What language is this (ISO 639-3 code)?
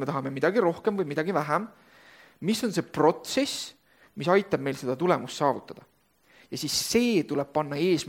est